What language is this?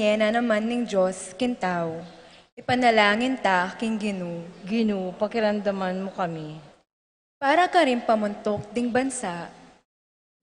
Pampanga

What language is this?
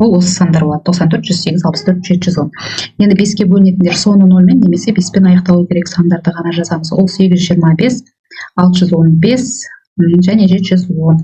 Kazakh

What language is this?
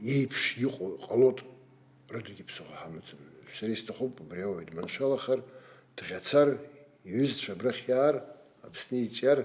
Abkhazian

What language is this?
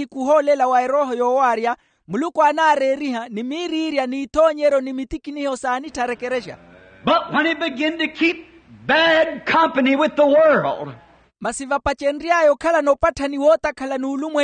Makhuwa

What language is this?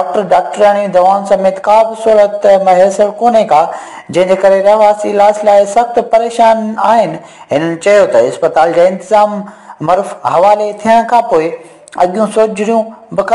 Sindhi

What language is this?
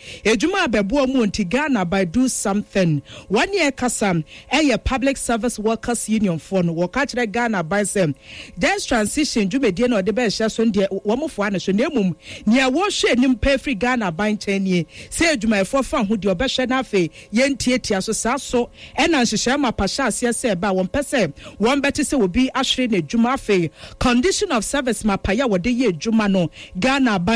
Akan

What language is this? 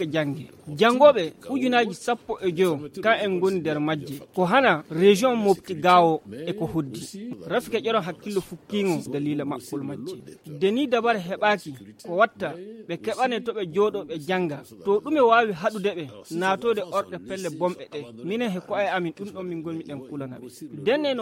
Fula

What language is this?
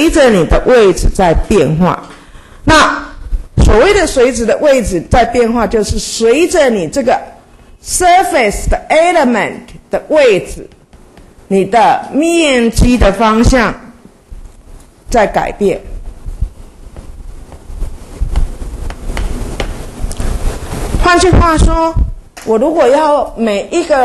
Chinese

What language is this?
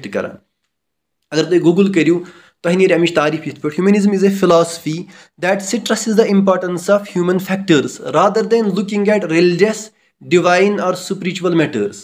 Kashmiri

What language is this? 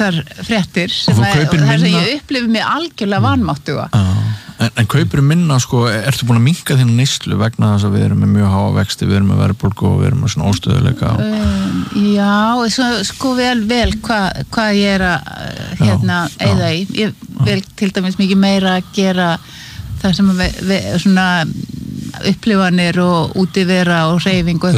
Icelandic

